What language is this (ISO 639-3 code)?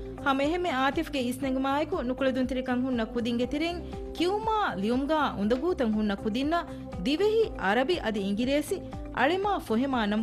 div